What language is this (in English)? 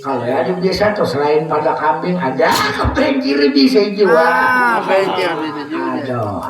Banjar